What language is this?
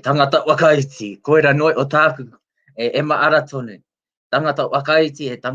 Māori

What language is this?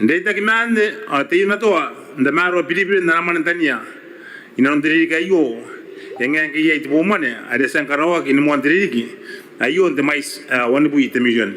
Gilbertese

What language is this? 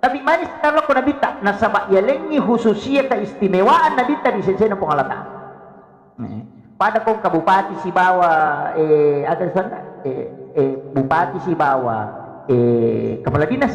Buginese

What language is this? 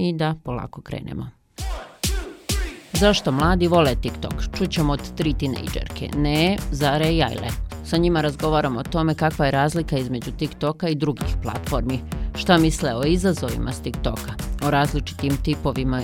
Bosnian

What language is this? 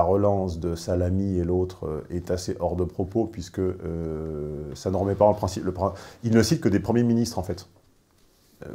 French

